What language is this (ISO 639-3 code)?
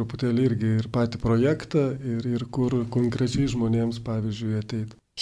lit